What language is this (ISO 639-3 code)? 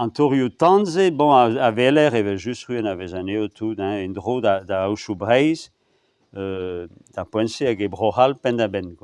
bre